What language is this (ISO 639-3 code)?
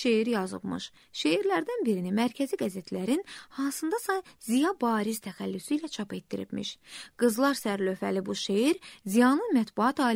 aze